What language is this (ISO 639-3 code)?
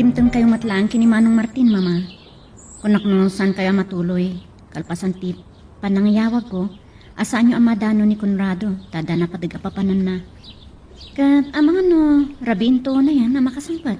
ilo